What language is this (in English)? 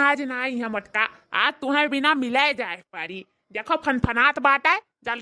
Awadhi